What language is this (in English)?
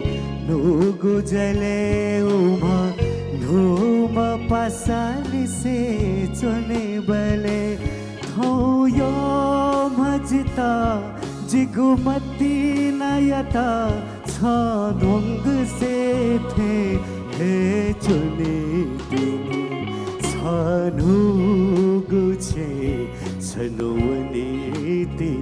Newari